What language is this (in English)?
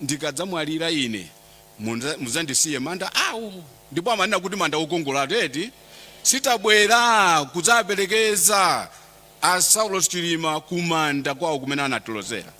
Nyanja